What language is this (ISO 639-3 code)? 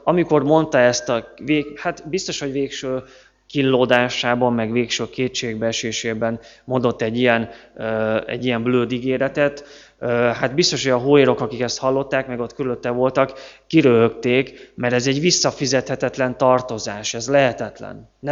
hun